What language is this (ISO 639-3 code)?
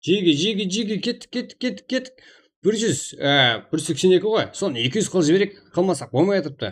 kaa